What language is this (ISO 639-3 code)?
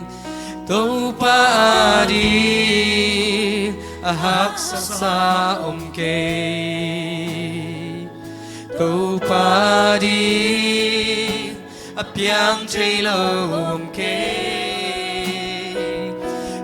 ctd